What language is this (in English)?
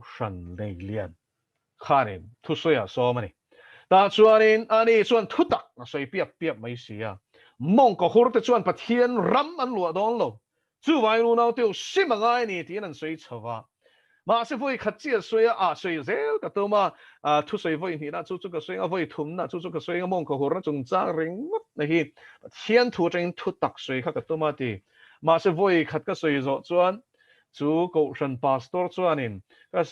Mizo